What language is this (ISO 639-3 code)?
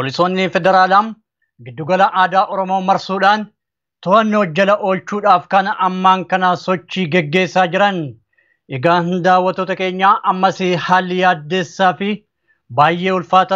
orm